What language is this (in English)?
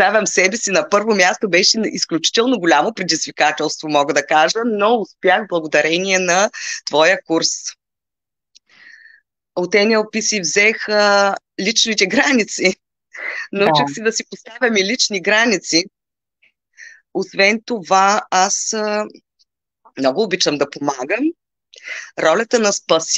Bulgarian